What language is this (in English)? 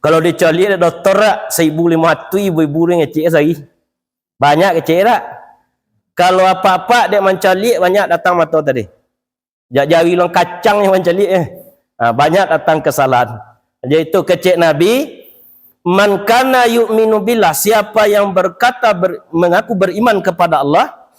Minangkabau